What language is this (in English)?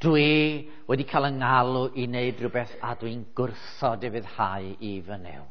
Welsh